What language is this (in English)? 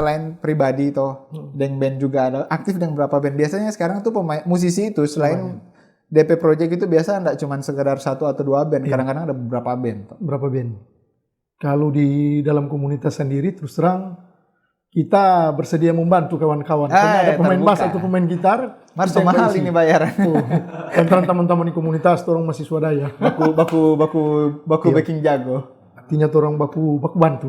Manado Malay